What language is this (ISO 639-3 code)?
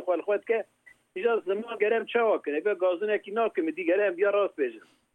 kur